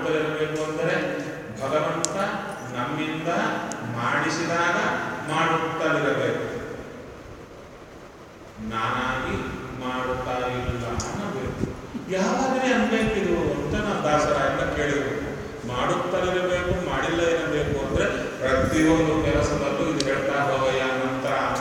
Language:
Kannada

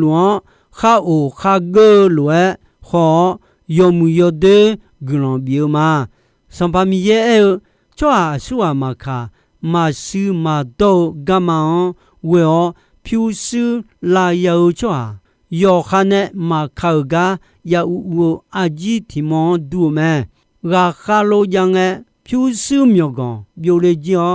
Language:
Akha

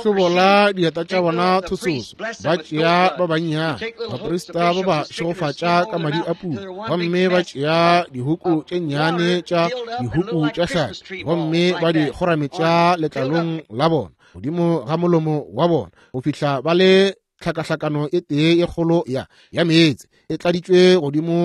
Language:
Northern Sotho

